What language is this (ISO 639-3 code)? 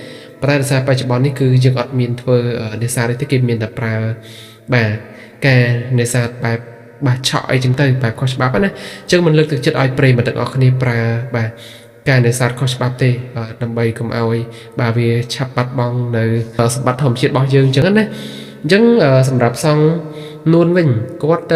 khm